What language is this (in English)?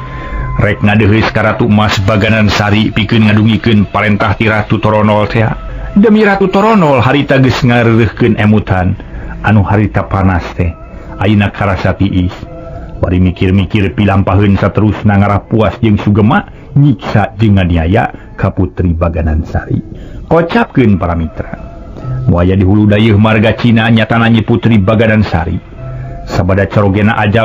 Sundanese